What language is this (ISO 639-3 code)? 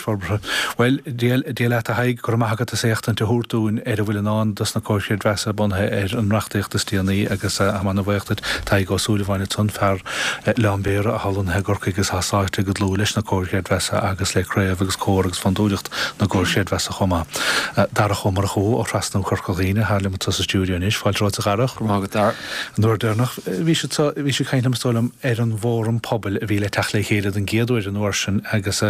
gle